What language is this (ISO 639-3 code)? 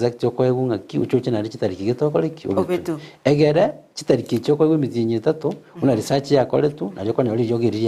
guz